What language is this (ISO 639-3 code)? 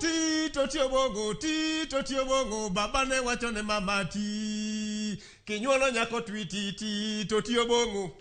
luo